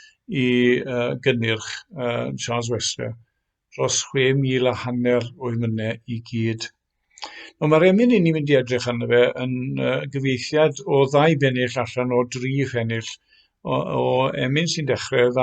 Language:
Welsh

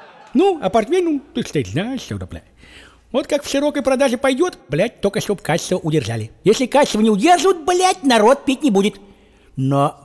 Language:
Russian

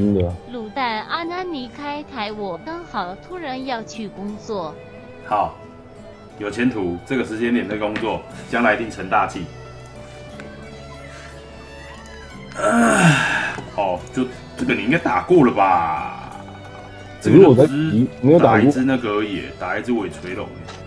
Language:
Chinese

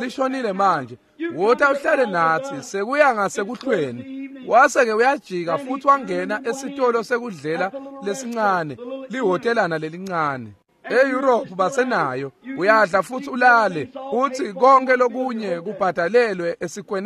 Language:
Swati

